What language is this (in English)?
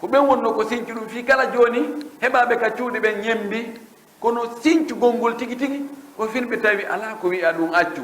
Fula